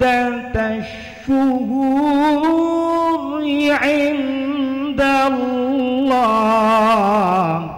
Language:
Banjar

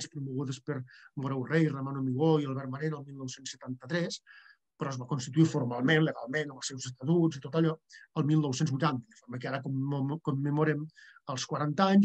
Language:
Catalan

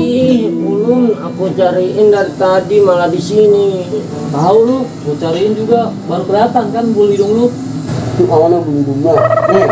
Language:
Betawi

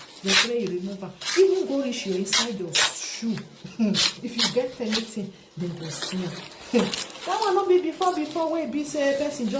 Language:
Nigerian Pidgin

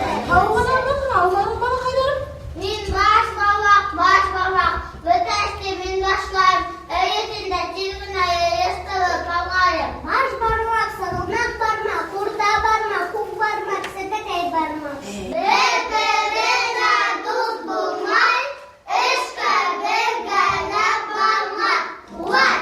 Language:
Bashkir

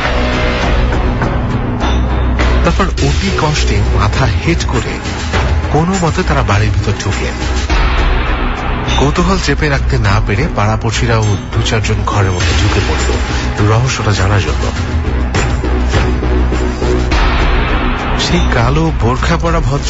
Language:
Bangla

